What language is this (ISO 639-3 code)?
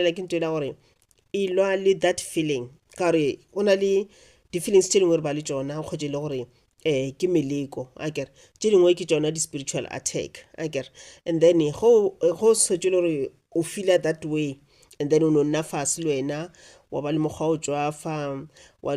nso